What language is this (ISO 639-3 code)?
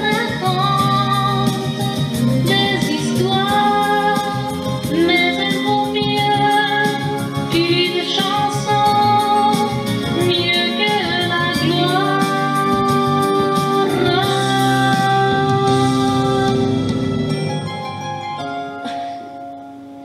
fra